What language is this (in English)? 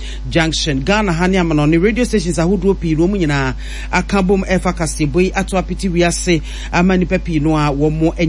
Akan